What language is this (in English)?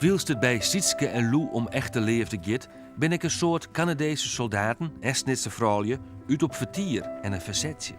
Western Frisian